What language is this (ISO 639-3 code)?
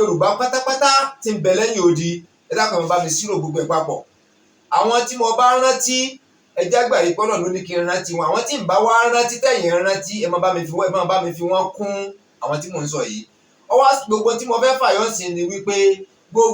yor